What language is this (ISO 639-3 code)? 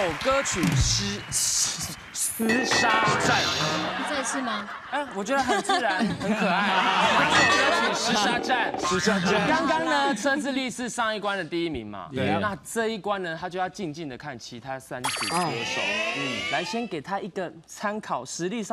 zho